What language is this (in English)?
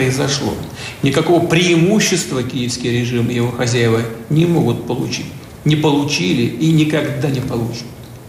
Russian